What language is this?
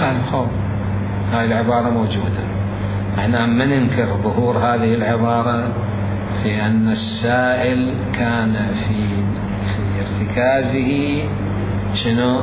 Mesopotamian Arabic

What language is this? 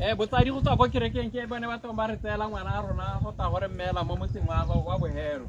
Tswana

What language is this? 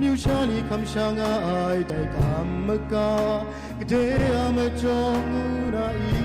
Kachin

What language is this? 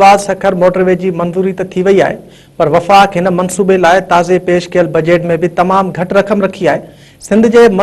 Sindhi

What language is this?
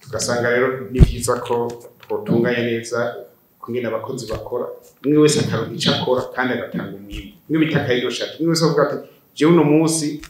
Rundi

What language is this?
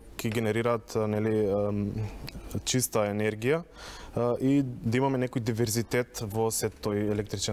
Macedonian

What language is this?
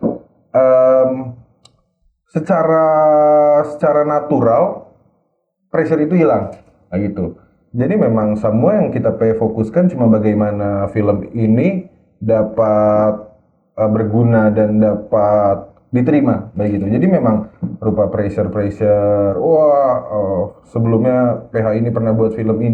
Manado Malay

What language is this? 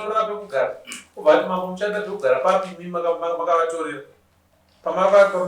Shona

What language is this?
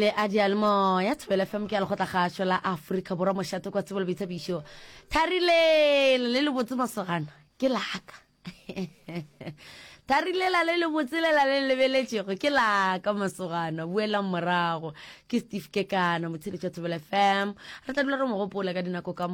Northern Sotho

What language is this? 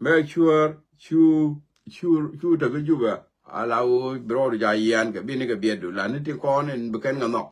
Nuer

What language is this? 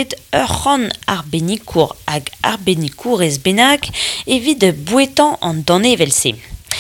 Breton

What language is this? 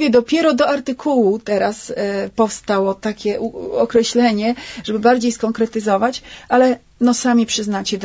Polish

